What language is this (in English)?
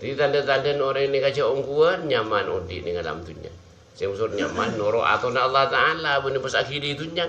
Madurese